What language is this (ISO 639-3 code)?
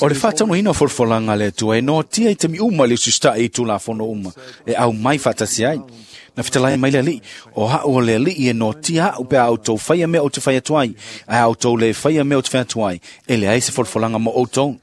smo